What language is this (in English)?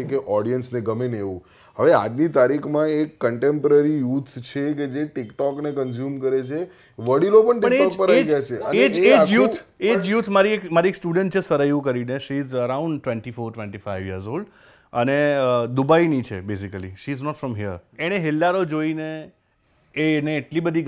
Gujarati